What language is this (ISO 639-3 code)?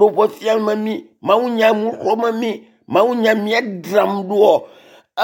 ewe